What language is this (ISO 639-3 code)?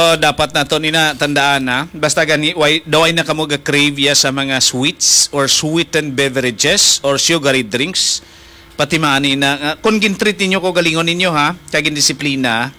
hil